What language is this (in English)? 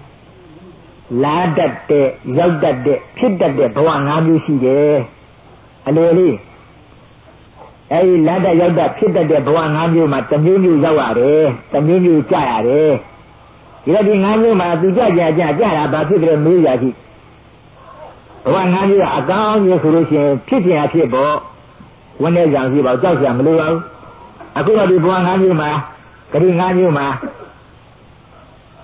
Burmese